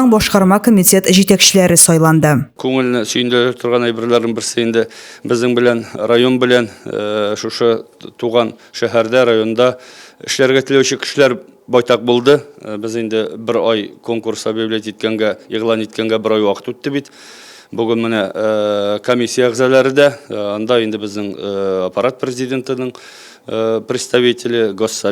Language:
Tatar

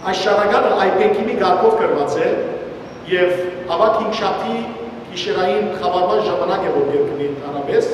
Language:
Western Armenian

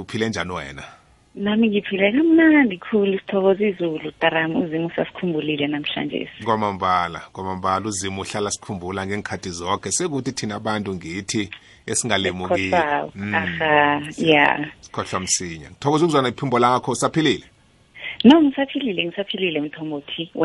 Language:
South Ndebele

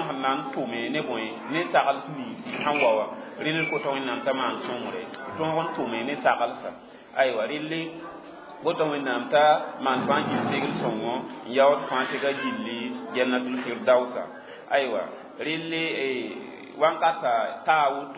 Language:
Mossi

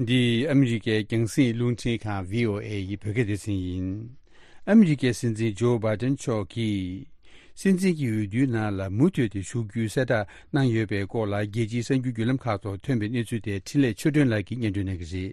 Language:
Tibetan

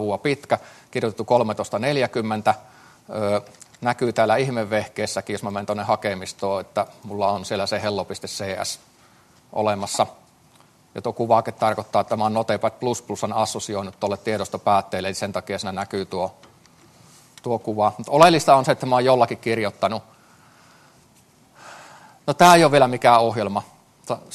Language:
Finnish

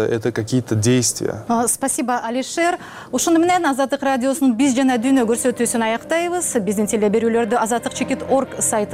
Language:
Kyrgyz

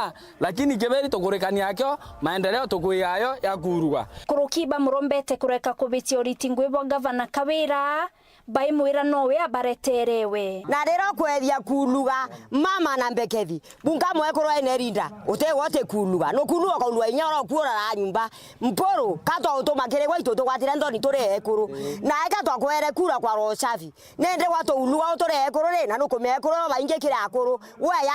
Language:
Meru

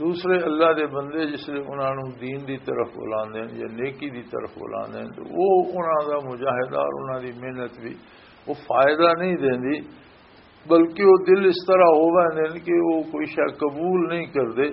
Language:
Western Panjabi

